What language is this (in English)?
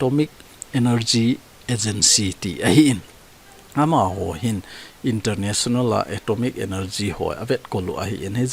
Thado Chin